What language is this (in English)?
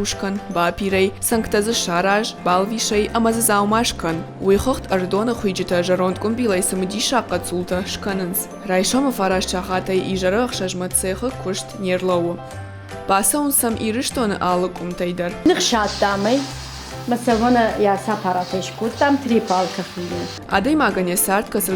Ossetic